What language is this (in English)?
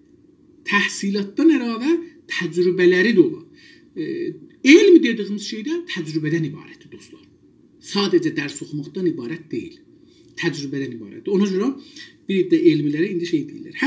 South Azerbaijani